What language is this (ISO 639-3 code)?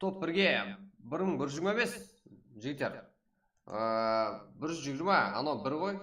kaa